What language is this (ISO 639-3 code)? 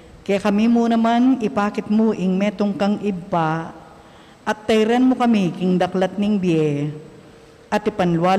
pam